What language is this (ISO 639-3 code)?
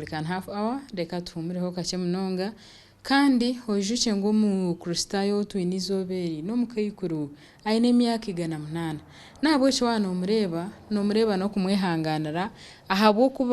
nyn